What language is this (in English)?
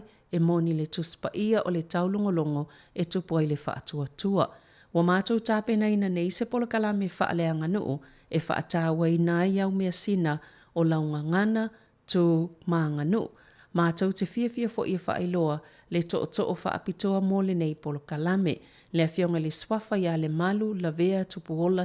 Samoan